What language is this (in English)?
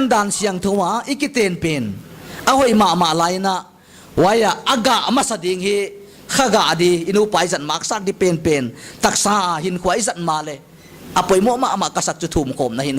Paite Chin